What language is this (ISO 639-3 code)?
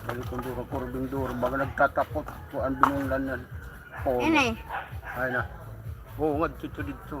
war